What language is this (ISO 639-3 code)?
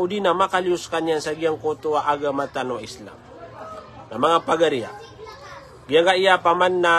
mrw